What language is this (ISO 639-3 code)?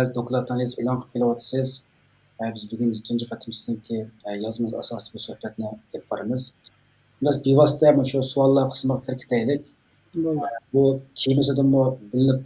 uig